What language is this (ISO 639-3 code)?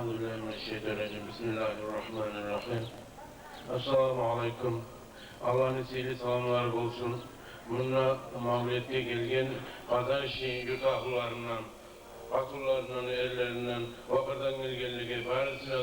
kum